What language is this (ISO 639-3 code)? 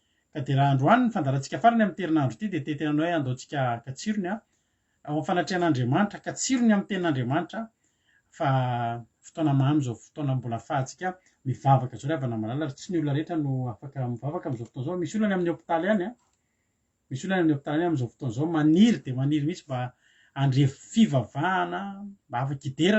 mlg